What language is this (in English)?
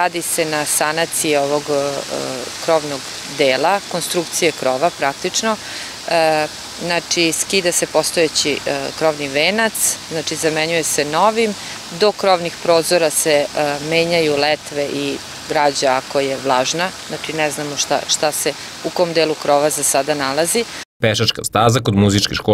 Serbian